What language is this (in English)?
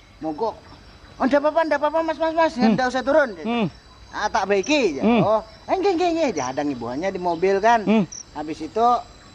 Banjar